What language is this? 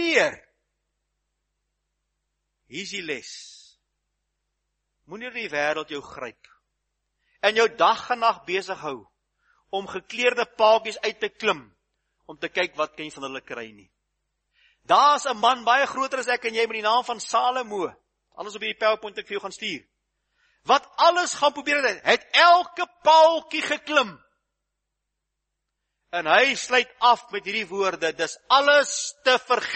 Afrikaans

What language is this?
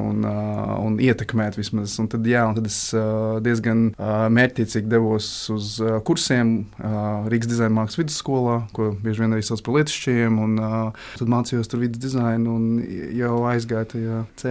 Latvian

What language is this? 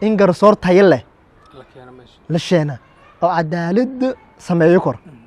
Somali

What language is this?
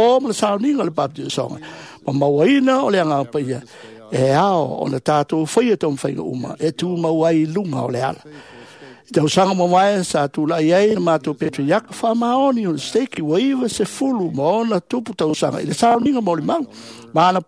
Samoan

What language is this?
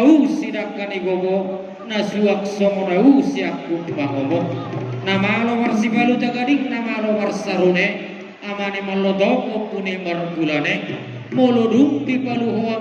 Batak Toba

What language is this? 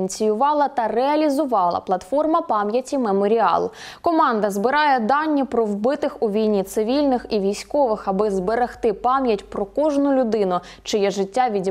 Ukrainian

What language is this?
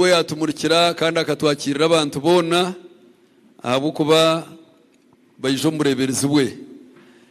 Nyankole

